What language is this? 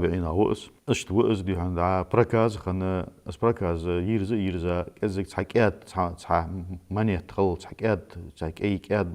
Ingush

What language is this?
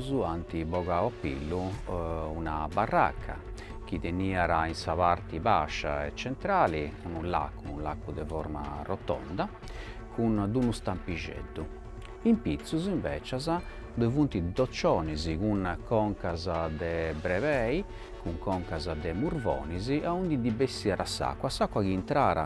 Sardinian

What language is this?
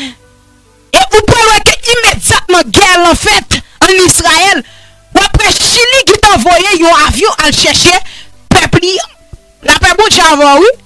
Haitian Creole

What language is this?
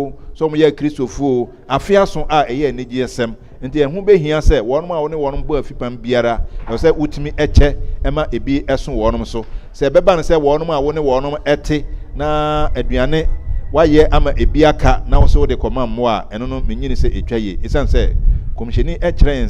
Akan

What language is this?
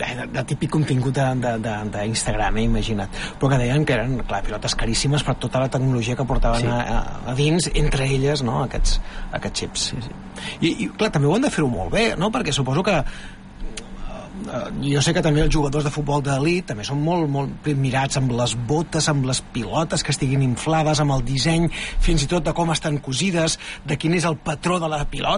Catalan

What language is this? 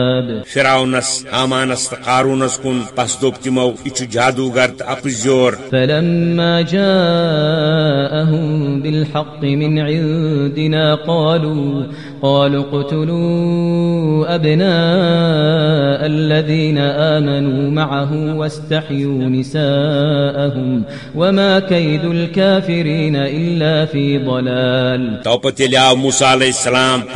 Kashmiri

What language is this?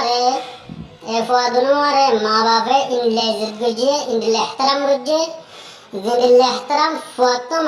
Rohingya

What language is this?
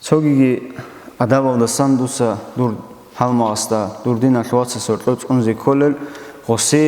Avaric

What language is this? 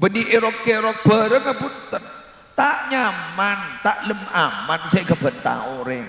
Madurese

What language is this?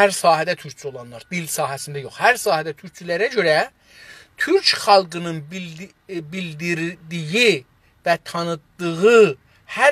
South Azerbaijani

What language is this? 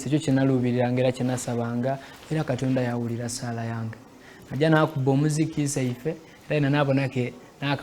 Soga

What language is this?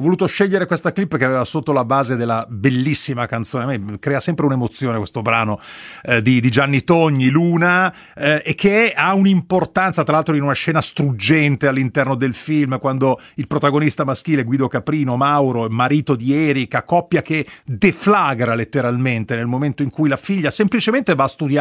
Italian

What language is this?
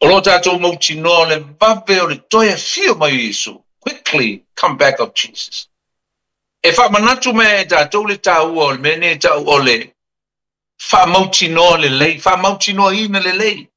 Samoan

